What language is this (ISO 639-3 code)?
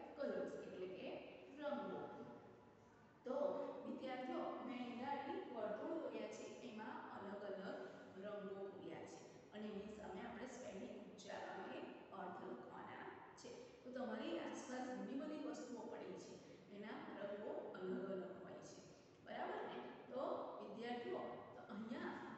guj